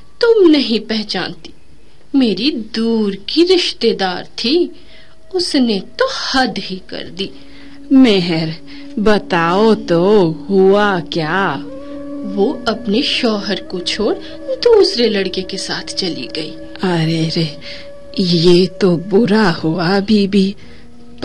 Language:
Hindi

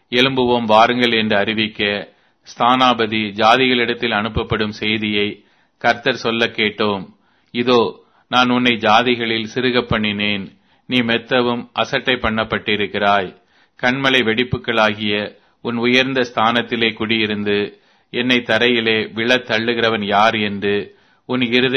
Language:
Tamil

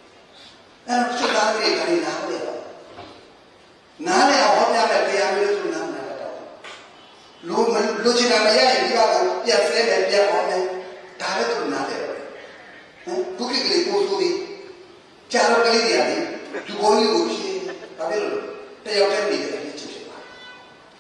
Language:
Burmese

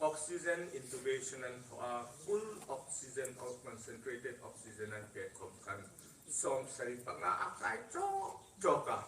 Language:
Hmar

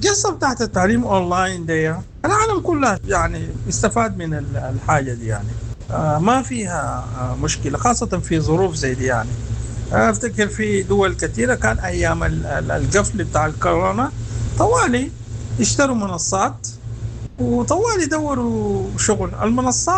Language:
Sudanese Arabic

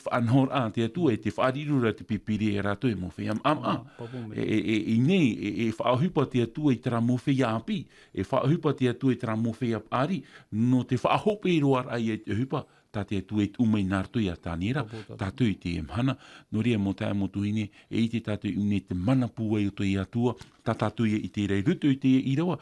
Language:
Tahitian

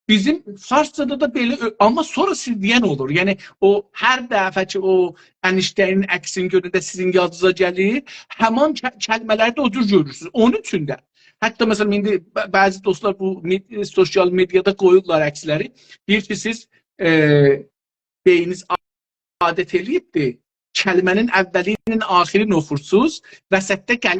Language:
South Azerbaijani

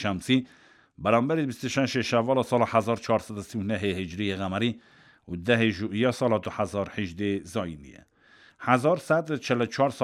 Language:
Kurdish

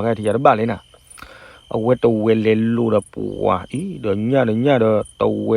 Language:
S'gaw Karen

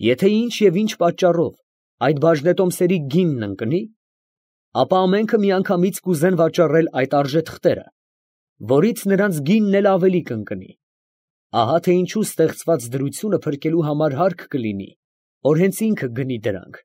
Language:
Armenian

